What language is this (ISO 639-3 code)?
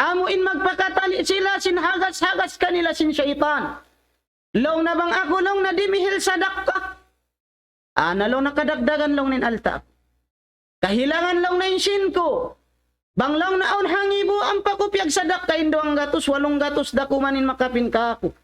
tsg